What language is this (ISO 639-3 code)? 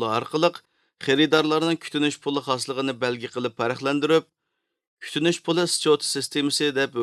uig